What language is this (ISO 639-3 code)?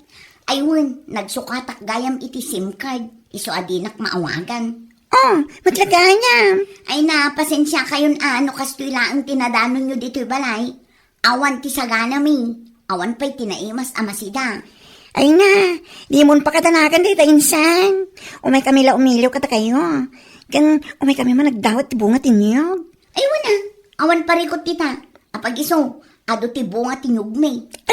ilo